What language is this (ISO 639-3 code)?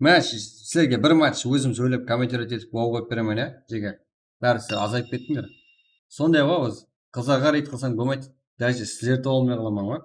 kaa